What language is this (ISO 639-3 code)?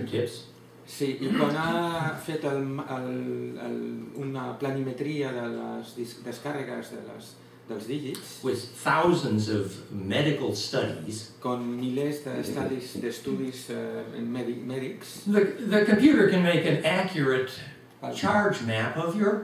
cat